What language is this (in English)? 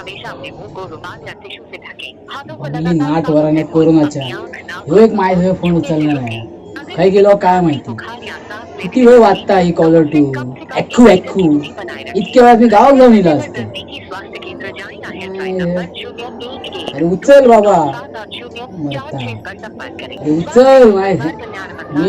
Konkani